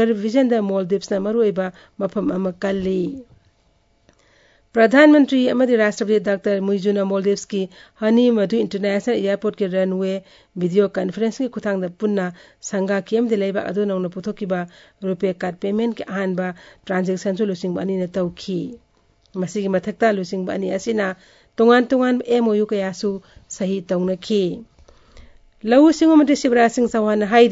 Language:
Hindi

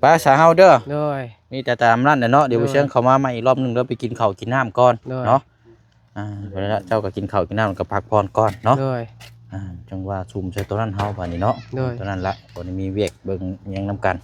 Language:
Lao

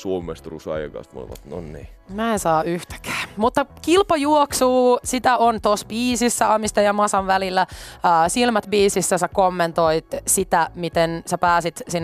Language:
Finnish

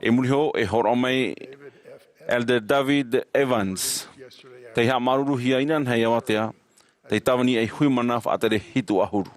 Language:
Tahitian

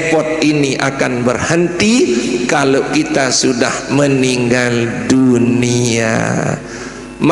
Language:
Sasak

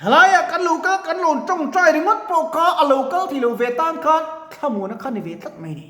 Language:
Mizo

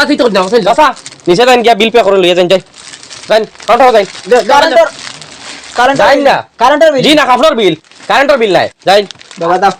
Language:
Sylheti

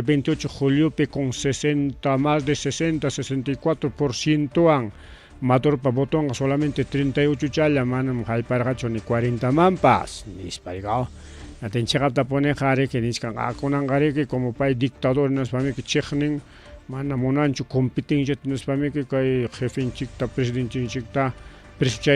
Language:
Ayacucho Quechua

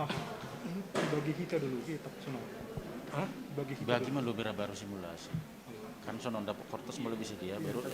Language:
Batak Simalungun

